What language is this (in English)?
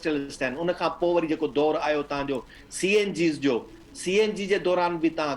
Sindhi